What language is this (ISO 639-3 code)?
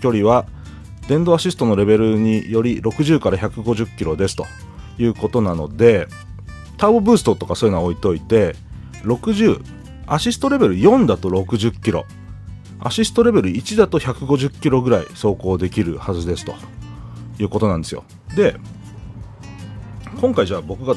jpn